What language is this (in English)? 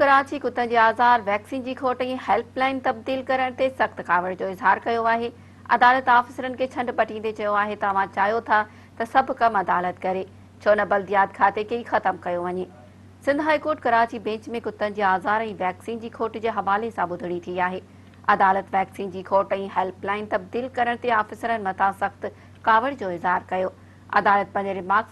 Sindhi